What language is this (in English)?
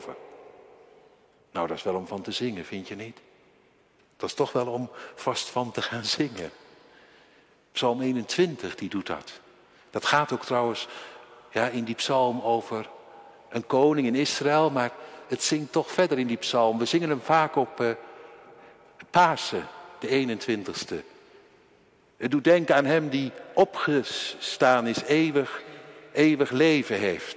Dutch